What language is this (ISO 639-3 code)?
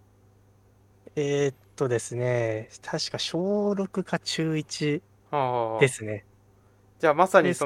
jpn